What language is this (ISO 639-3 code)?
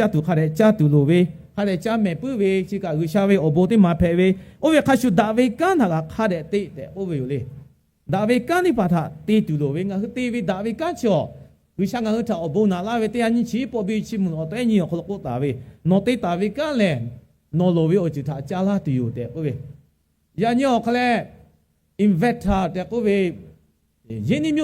lhu